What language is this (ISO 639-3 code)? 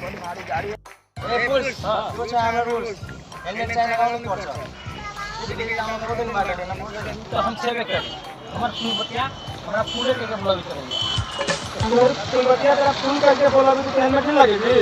mai